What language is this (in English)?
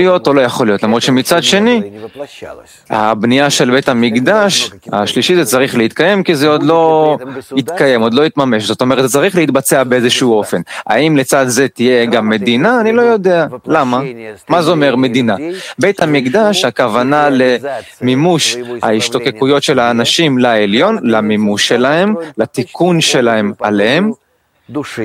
Hebrew